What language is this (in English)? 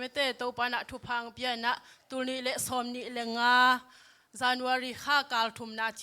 Tedim Chin